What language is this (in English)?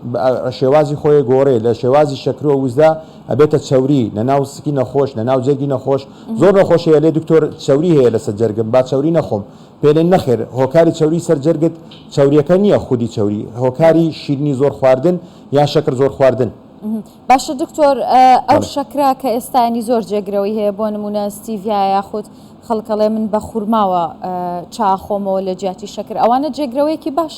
Central Kurdish